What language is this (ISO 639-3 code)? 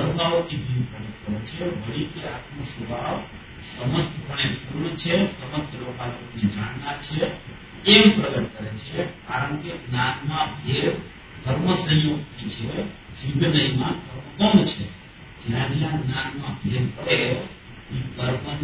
guj